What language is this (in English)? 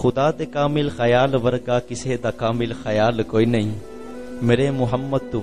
Urdu